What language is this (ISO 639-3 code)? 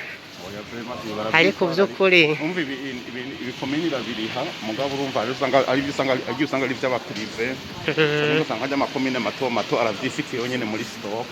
run